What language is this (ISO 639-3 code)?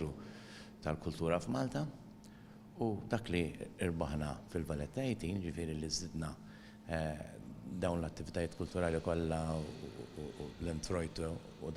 mlt